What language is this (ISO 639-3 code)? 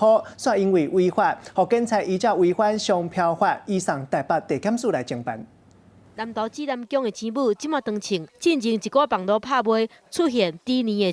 nan